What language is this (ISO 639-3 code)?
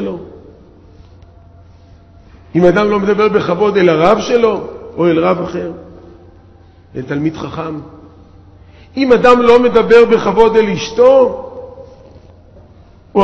heb